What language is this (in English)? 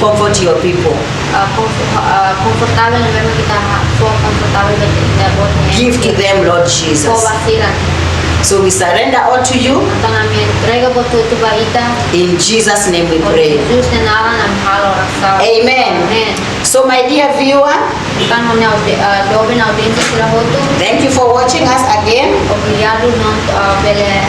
Tetum